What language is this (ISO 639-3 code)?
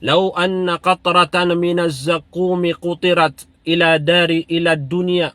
mrw